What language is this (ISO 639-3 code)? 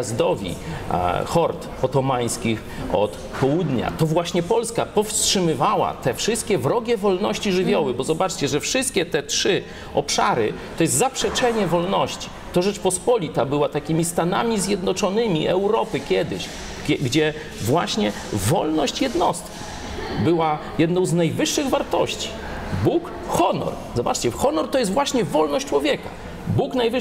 pol